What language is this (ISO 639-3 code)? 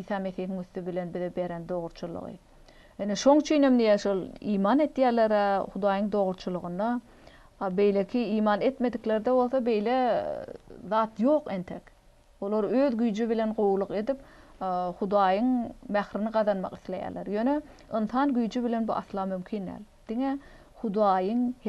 tuk